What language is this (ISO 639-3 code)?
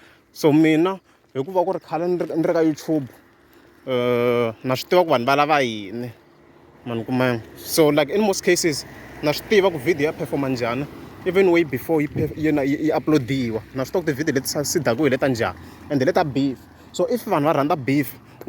tso